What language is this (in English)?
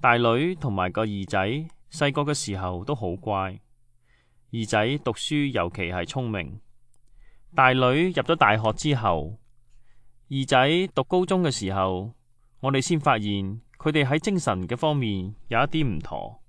Cantonese